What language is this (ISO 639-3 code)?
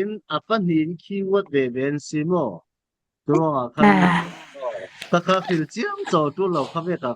cfm